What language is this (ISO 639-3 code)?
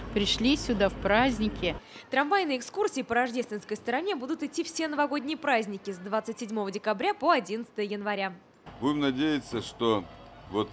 rus